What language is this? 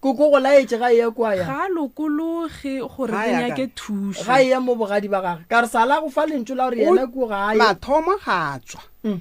Northern Sotho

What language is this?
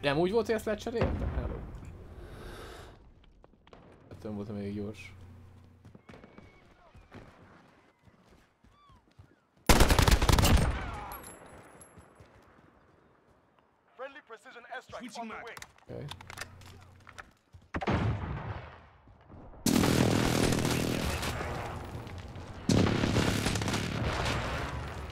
Hungarian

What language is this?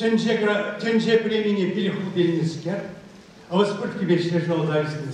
Chuvash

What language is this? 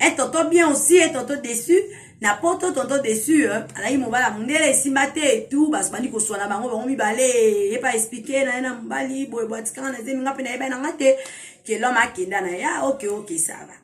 Lingala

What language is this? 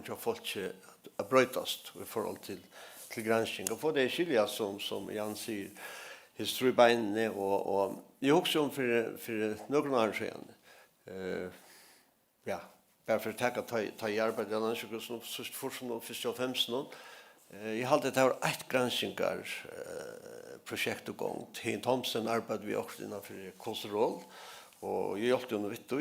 Faroese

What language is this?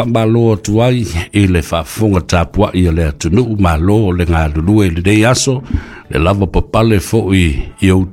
Samoan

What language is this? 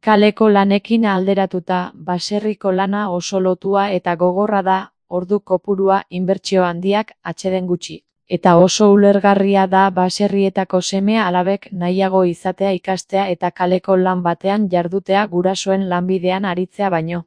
Basque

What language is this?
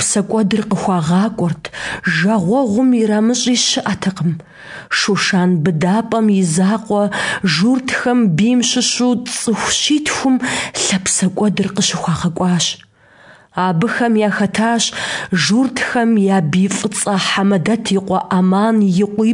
Kabardian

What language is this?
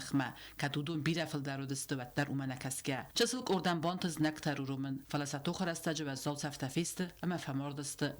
Ossetic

